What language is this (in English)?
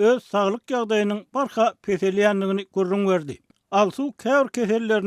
Turkmen